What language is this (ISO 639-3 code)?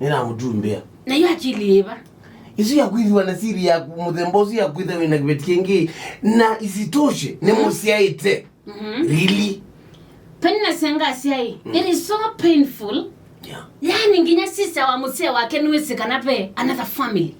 kam